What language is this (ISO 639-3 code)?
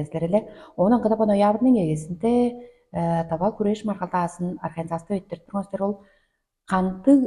tyv